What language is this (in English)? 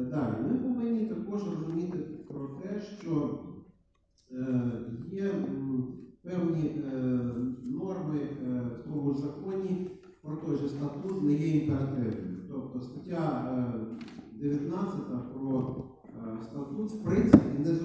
Ukrainian